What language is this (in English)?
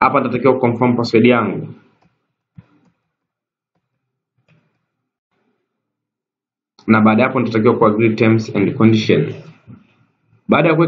Swahili